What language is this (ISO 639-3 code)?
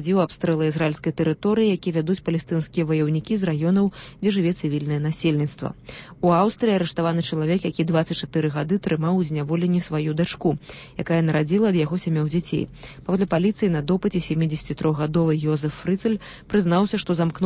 bel